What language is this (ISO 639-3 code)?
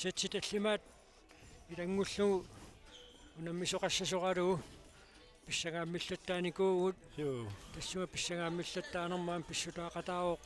kal